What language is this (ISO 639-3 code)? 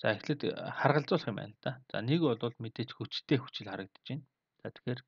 mon